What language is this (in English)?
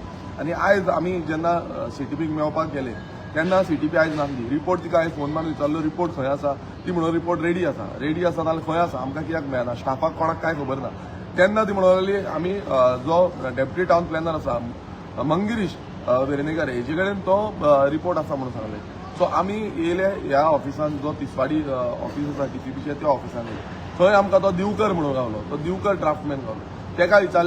Konkani